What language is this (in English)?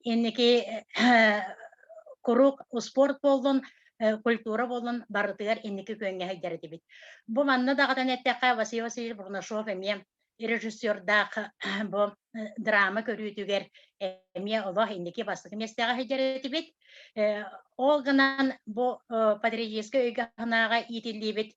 Yakut